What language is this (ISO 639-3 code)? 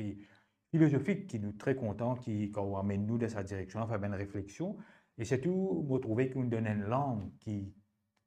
mfe